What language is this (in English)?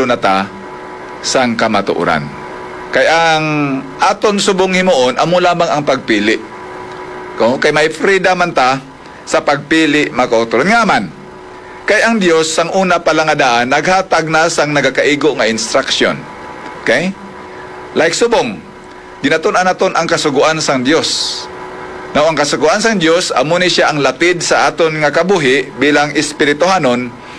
Hiligaynon